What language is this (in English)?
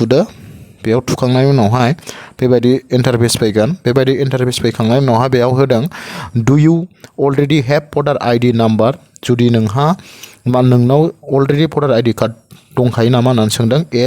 Bodo